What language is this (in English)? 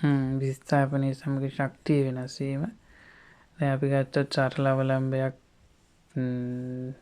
Sinhala